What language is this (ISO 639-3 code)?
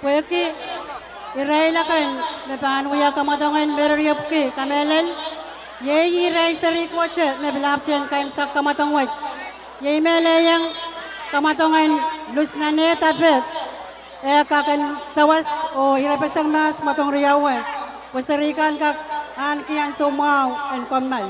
pon